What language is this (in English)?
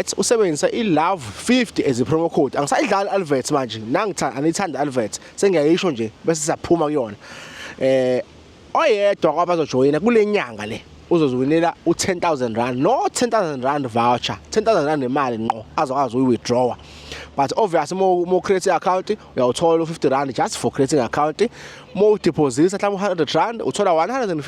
Zulu